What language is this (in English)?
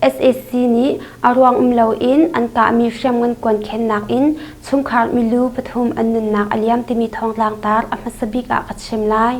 Hakha Chin